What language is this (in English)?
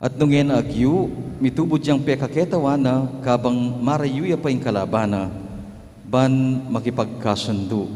Pampanga